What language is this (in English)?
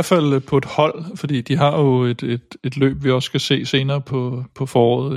Danish